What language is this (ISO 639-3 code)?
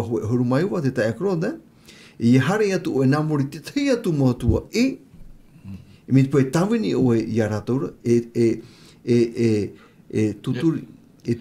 tah